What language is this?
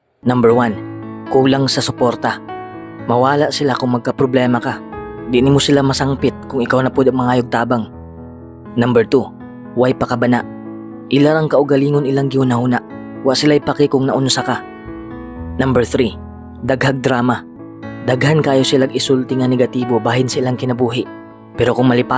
Cebuano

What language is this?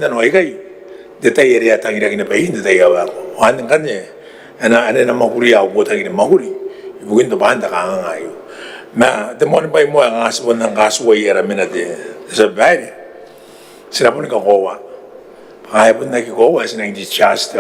Gilbertese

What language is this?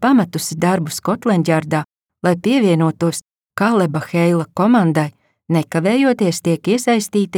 Latvian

